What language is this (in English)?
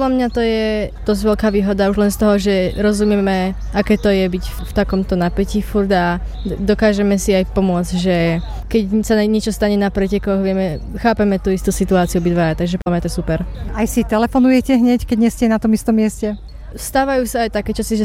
Slovak